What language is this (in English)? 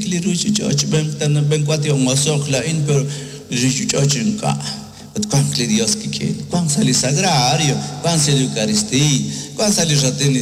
Kekchí